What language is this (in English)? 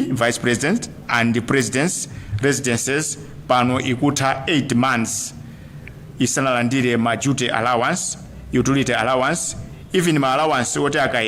Nyanja